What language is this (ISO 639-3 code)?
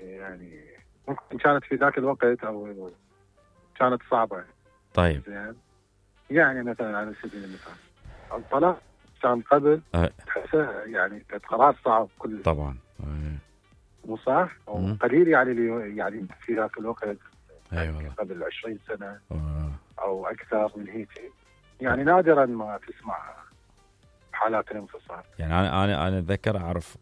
acm